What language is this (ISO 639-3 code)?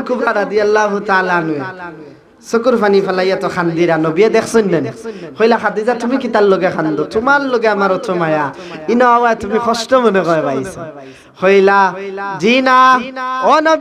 syl